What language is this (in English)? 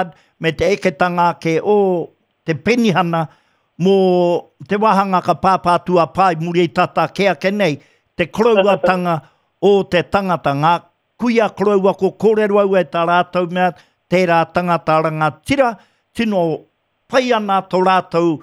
Māori